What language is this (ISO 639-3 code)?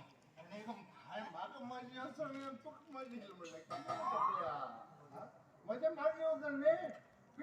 kok